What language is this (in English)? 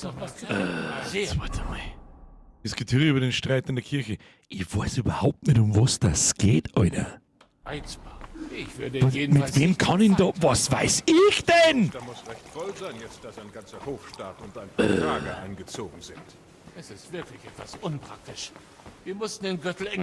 Bavarian